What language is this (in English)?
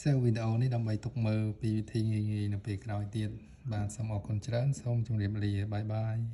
Khmer